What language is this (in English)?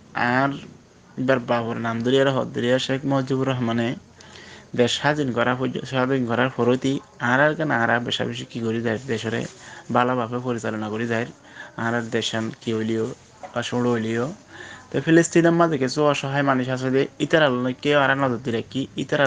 Rohingya